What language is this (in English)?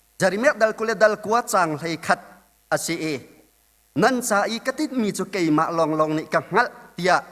Hakha Chin